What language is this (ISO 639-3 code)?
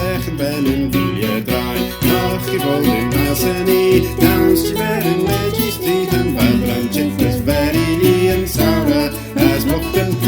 glv